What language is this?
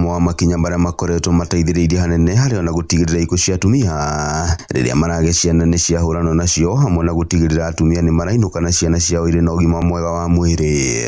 Kikuyu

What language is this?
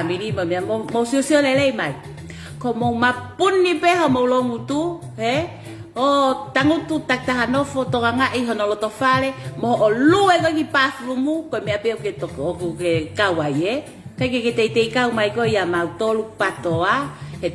Tongan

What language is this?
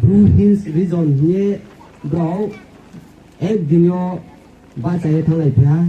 Riang (India)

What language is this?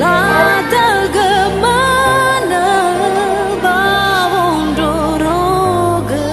Nias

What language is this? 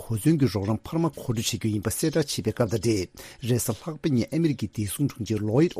Tibetan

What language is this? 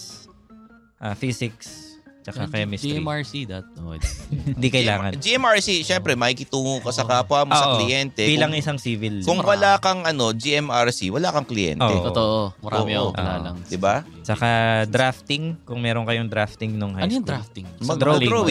Filipino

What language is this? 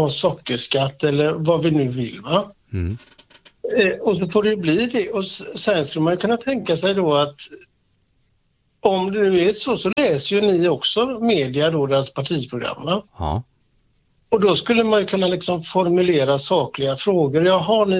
Swedish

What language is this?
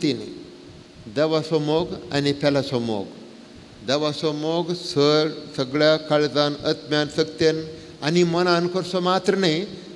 Konkani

